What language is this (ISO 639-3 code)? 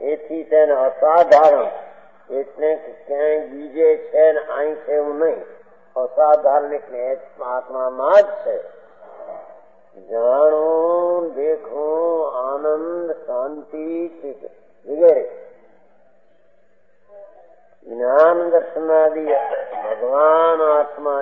guj